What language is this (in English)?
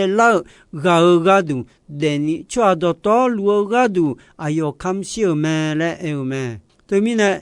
Akha